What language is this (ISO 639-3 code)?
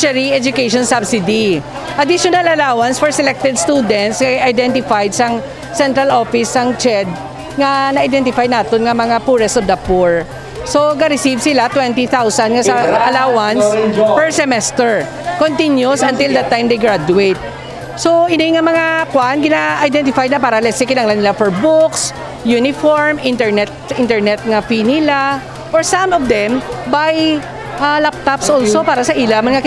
hil